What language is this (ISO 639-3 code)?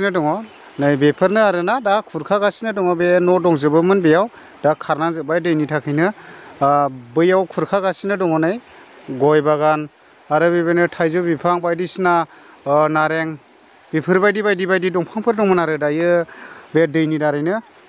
brx